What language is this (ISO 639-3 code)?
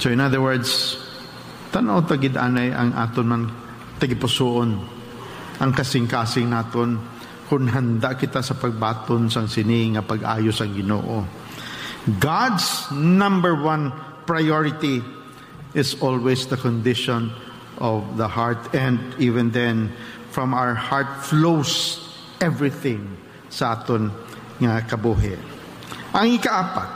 hil